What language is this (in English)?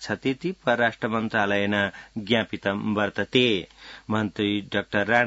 Sanskrit